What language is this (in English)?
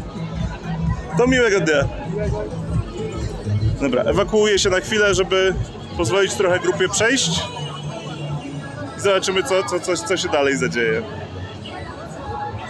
Polish